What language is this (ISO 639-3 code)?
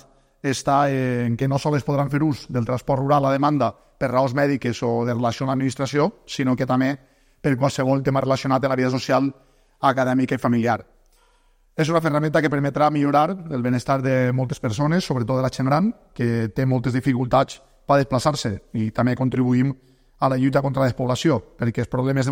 cat